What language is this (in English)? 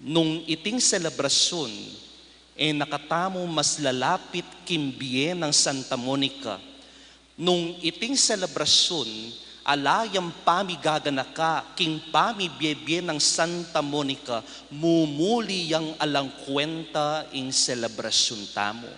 Pampanga